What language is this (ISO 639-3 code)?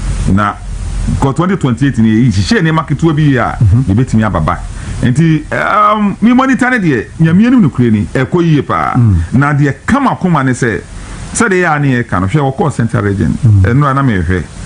aka